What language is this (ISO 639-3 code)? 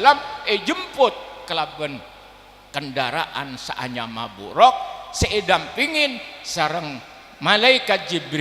mad